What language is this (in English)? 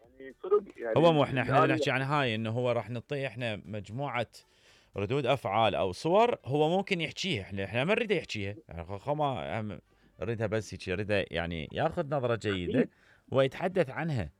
Mesopotamian Arabic